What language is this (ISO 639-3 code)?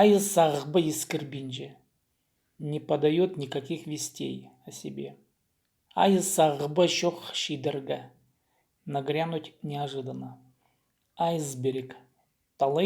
kjh